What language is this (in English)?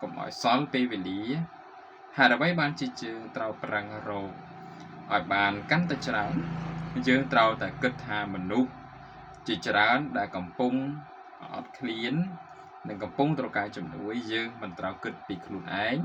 Khmer